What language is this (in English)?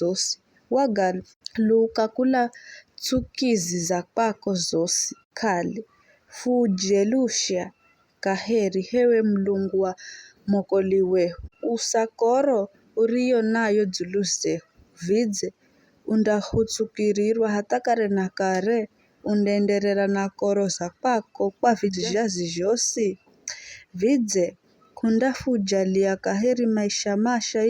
Giryama